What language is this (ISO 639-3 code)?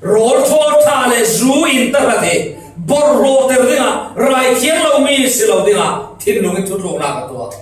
cfm